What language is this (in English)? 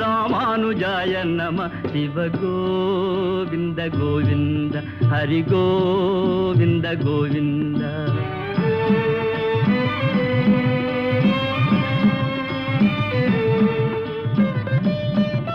Telugu